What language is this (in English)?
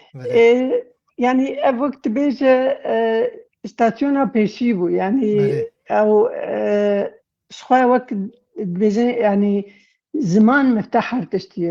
Kurdish